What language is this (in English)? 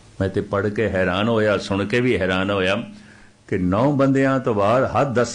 Punjabi